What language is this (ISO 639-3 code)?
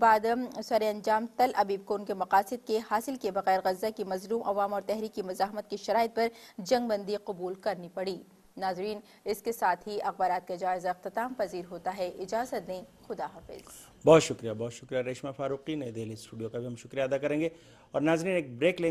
urd